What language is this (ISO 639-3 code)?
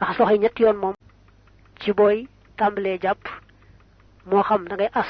wol